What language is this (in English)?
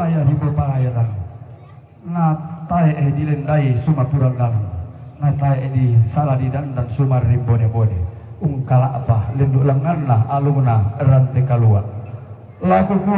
Toraja-Sa'dan